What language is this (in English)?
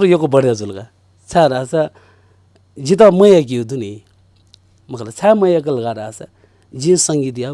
Newari